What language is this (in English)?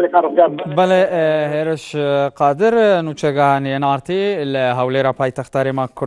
Central Kurdish